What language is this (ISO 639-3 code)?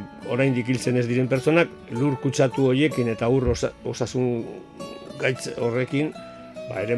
eus